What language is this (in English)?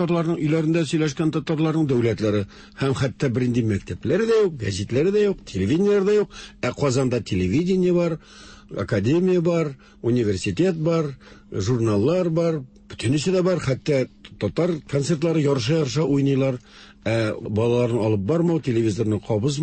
Tatar